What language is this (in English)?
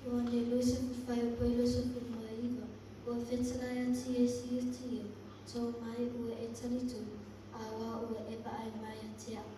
Samoan